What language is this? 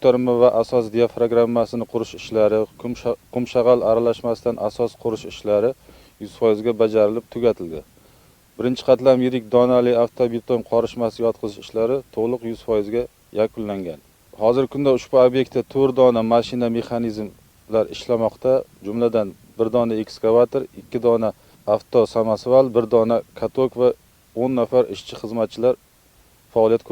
Uzbek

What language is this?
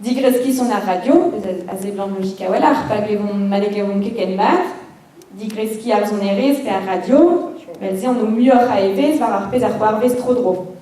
Breton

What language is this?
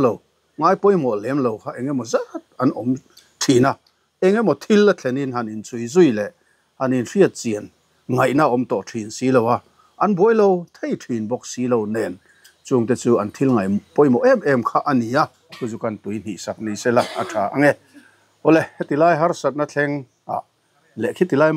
Mizo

